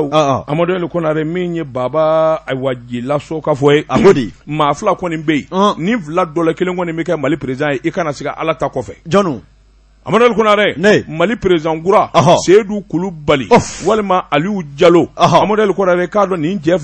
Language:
Bambara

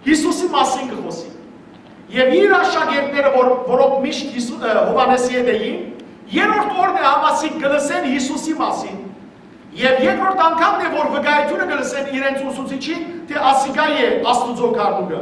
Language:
Western Armenian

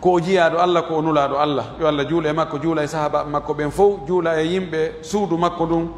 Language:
Pular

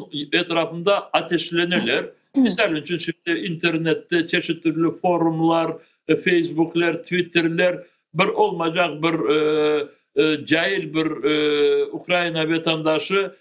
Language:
Crimean Tatar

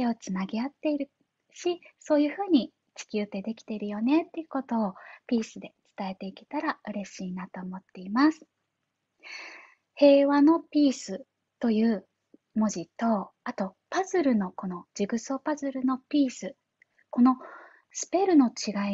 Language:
Japanese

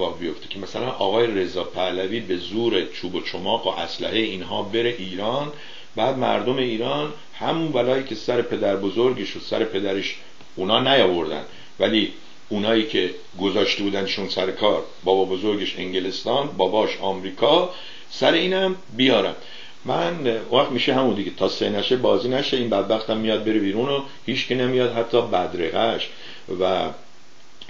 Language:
Persian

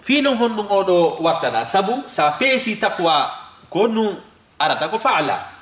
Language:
Fula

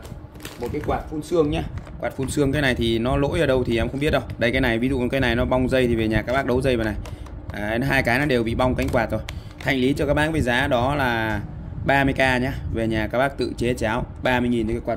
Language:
Vietnamese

